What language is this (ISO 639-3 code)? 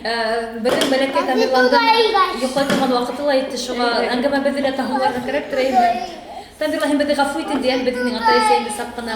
bak